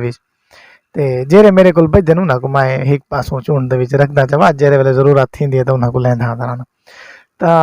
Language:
Saraiki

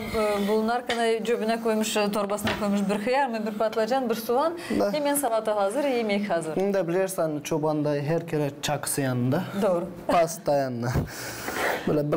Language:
Gagauz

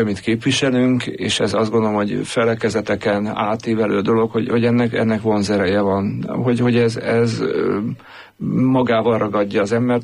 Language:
Hungarian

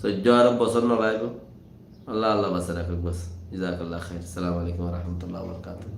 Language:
Rohingya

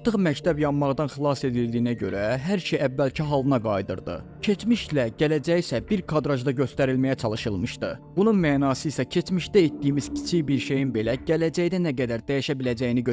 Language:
Azerbaijani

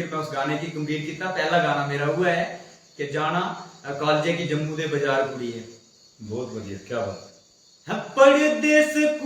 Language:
Dogri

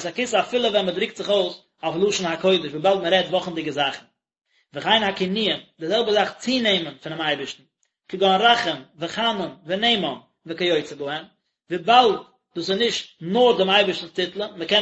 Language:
Yiddish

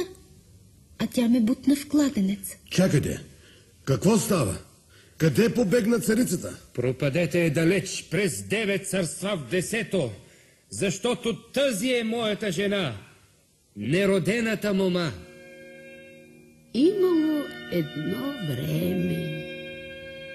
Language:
Bulgarian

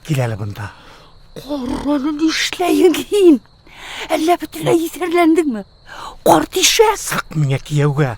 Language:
Bashkir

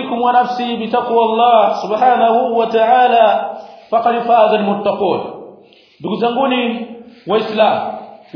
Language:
Swahili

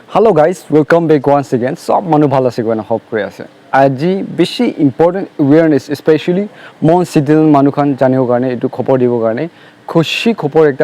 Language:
Naga Pidgin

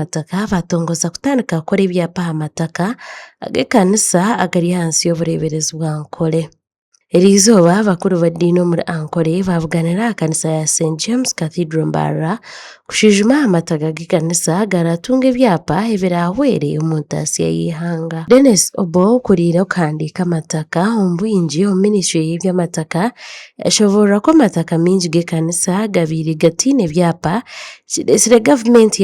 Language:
Nyankole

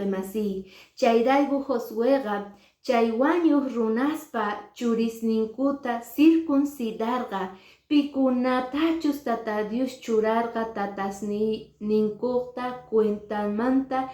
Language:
Quechua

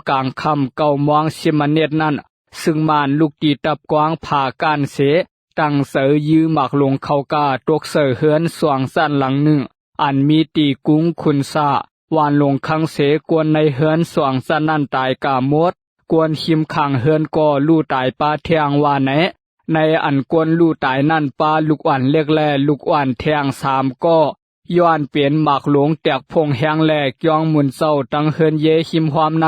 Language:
Shan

